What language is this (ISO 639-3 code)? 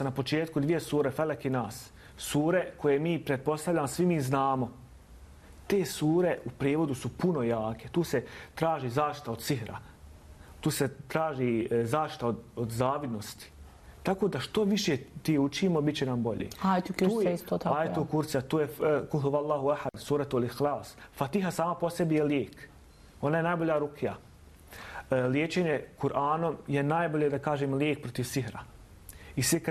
bos